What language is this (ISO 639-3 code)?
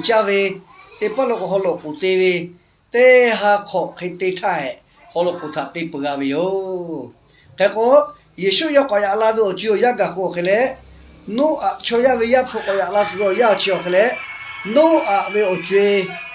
lhu